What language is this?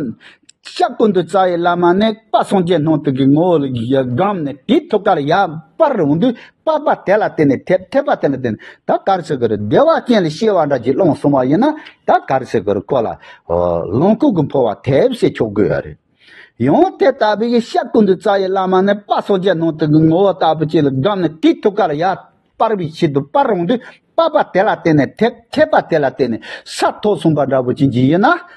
Tibetan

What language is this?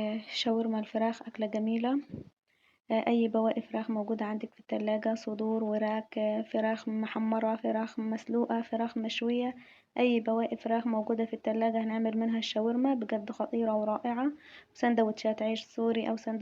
Egyptian Arabic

